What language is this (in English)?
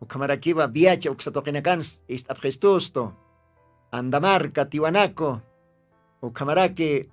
Aymara